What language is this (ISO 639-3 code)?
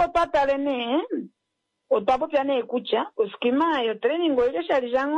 kua